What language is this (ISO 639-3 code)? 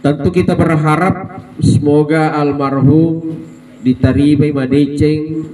bug